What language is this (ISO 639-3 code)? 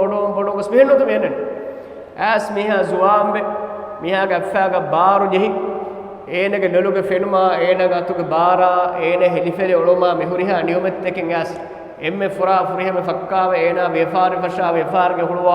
div